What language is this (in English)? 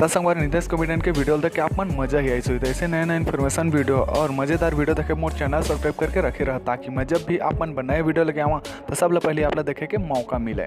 Chhattisgarhi